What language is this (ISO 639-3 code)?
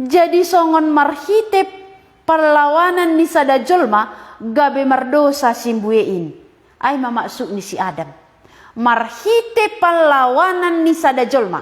bts